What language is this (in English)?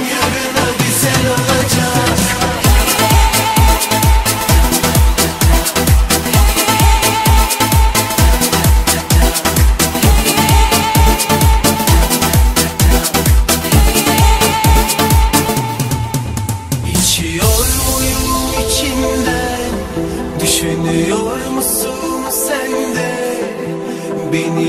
Turkish